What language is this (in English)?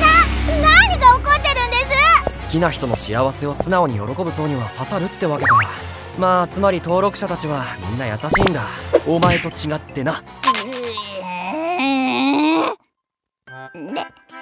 Japanese